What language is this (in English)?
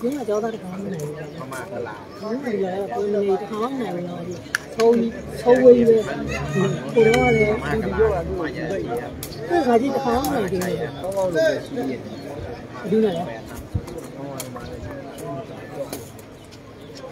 Burmese